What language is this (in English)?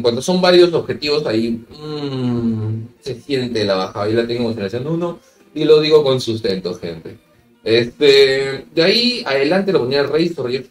Spanish